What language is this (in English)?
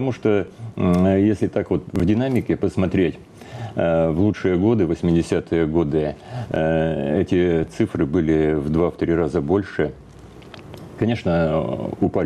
Russian